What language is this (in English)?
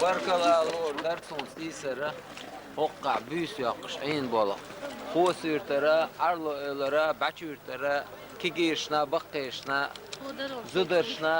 Chechen